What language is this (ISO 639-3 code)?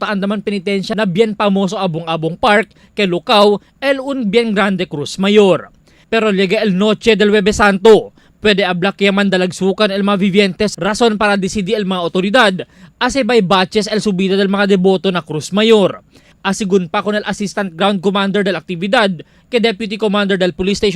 cbk